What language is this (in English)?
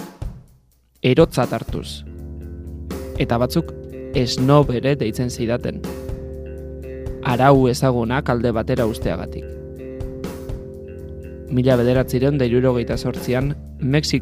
Basque